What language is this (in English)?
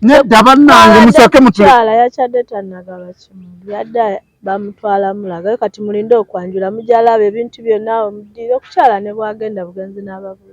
Ganda